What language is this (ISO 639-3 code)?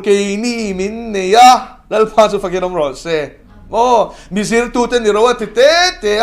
lus